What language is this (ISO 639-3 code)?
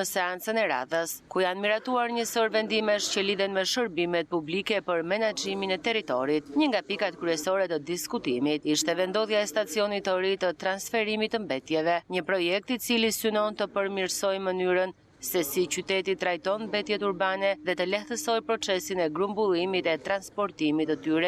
sqi